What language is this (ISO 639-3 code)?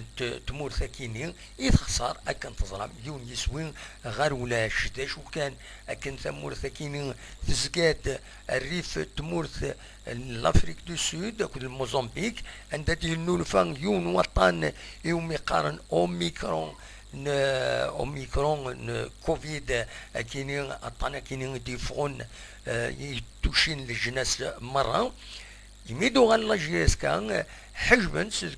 kab